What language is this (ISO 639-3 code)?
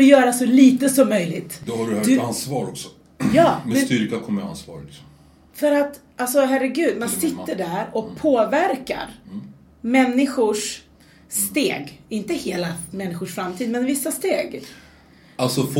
swe